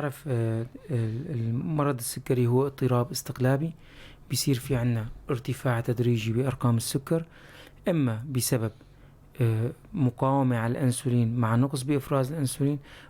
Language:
North Levantine Arabic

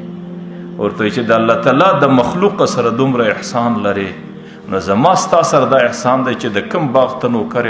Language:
Pashto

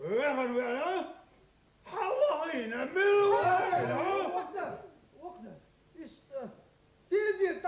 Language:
Chechen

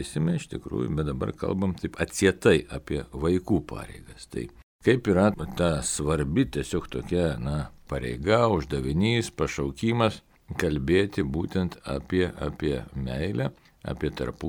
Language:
Lithuanian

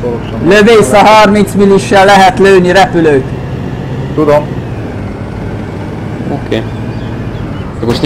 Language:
Hungarian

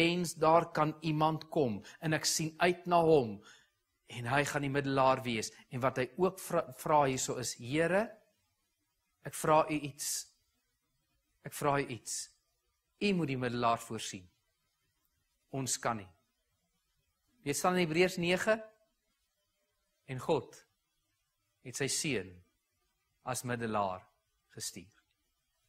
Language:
Afrikaans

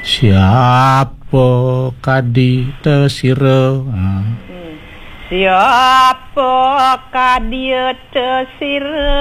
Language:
Balinese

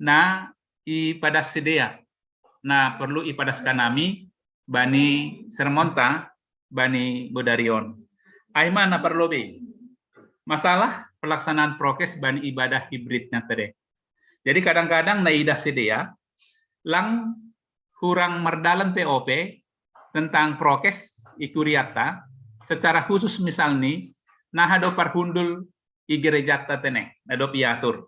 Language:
Batak Simalungun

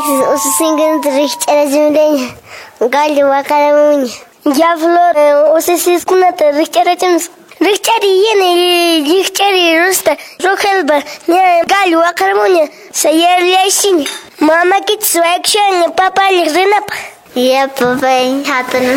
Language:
Quechua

